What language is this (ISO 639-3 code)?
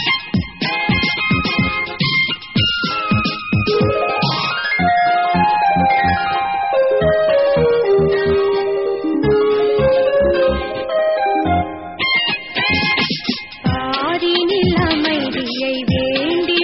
tam